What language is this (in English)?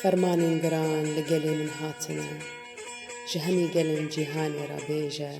Kurdish